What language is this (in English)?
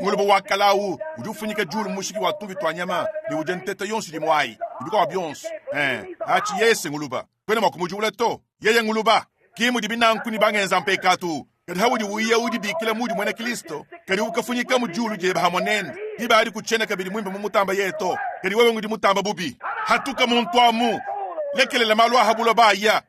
Luba-Lulua